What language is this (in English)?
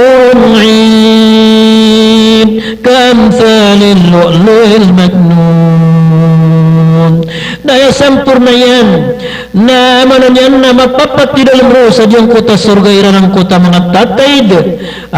Maranao